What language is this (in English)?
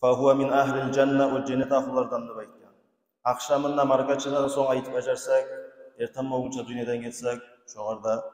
Kumyk